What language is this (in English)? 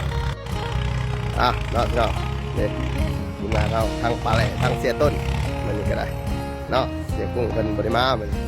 Lao